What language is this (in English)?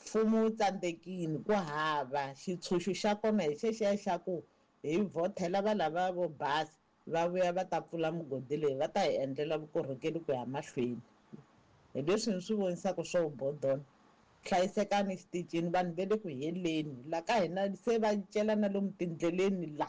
Tsonga